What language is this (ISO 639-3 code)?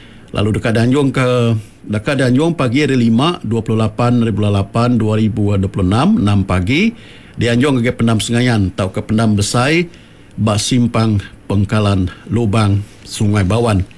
iba